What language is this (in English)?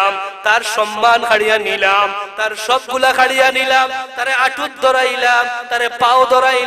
Sylheti